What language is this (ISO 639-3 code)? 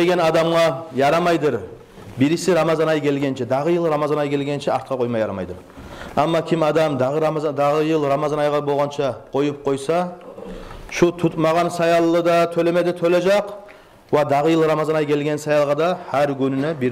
kum